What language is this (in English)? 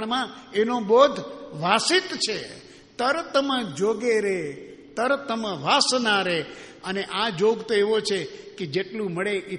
Gujarati